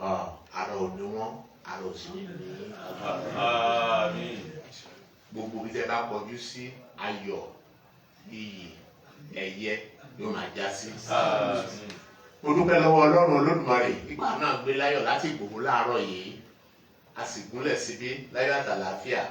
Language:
Yoruba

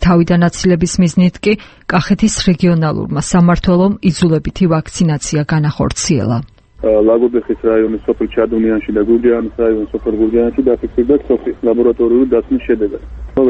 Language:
Georgian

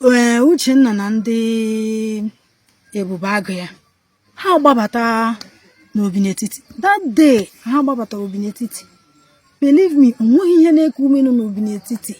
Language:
Igbo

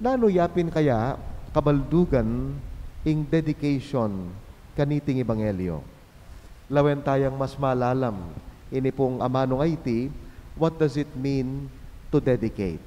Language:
Pampanga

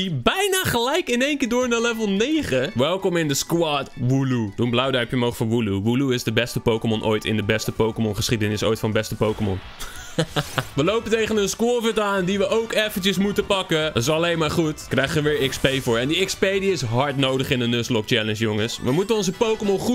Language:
Dutch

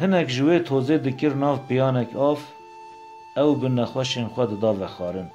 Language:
Kurdish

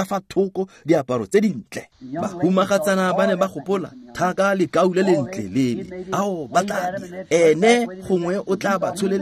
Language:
Tswana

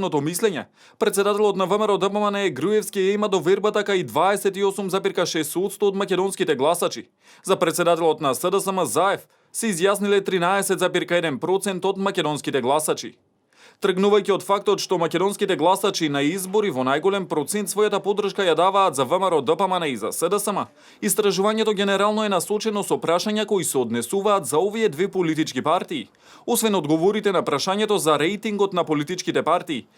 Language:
Macedonian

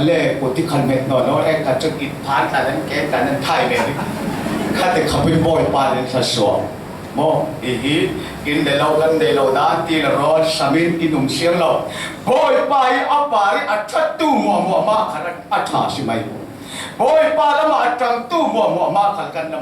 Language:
Falam Chin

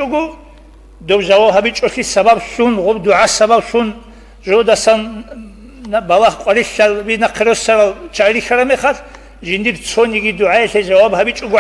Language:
Avaric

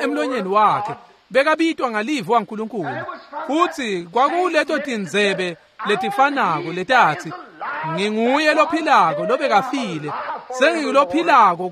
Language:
Swati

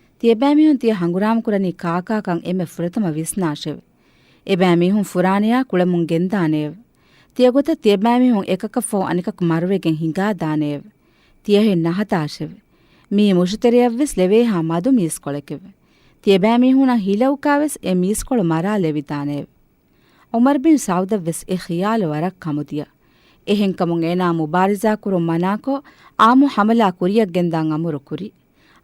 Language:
Divehi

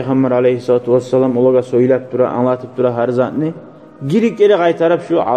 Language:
Kumyk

